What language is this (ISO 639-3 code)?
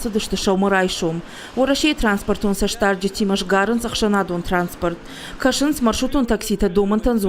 oss